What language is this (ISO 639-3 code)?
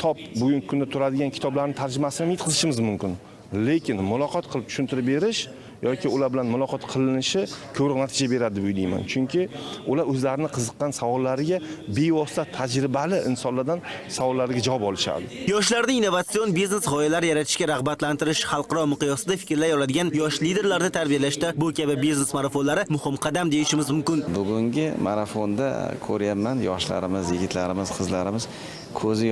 uzb